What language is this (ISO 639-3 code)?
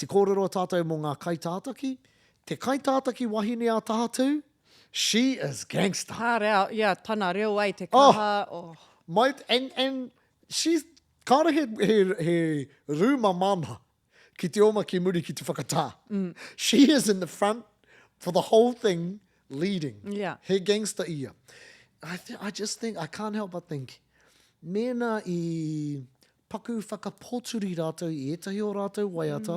mri